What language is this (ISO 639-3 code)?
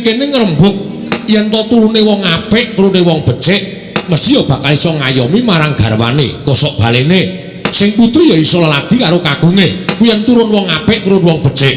jav